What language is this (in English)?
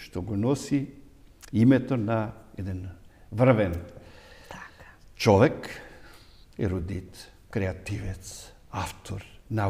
Macedonian